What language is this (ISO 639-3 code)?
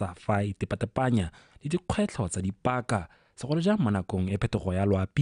tsn